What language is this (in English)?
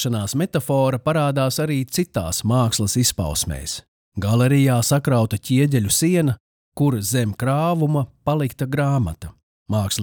Latvian